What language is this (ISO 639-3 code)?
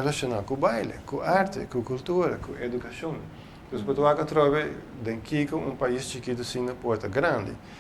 pap